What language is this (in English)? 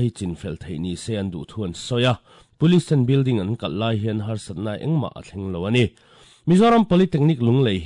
Mizo